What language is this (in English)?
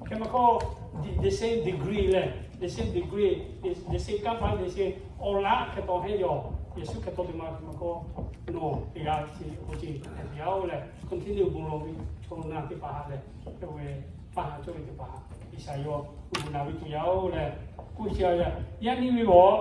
Lahu